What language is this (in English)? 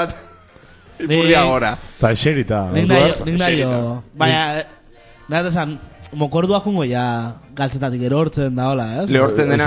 Basque